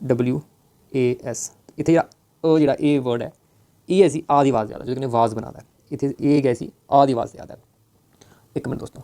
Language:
Dogri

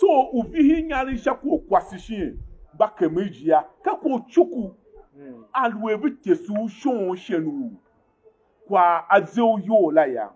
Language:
Tiv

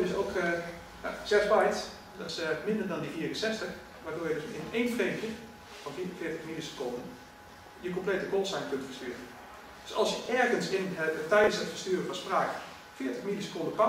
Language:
Dutch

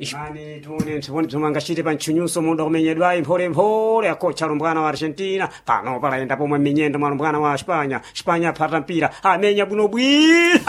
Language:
Sena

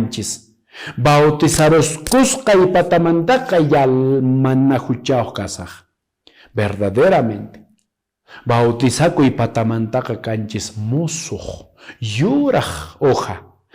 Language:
Quechua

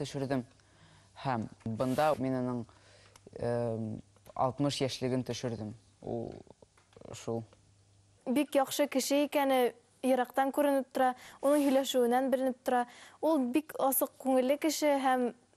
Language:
Bashkir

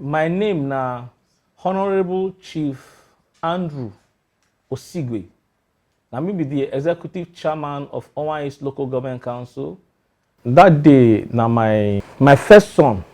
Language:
Nigerian Pidgin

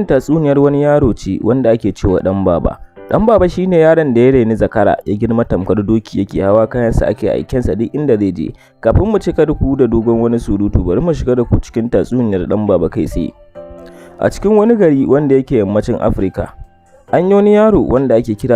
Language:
Hausa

